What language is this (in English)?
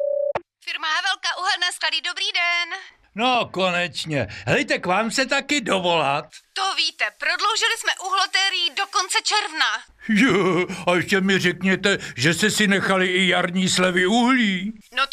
Czech